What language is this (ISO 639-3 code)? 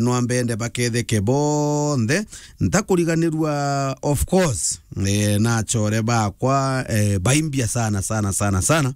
mer